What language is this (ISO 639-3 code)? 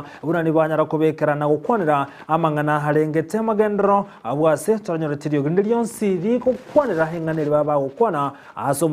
guz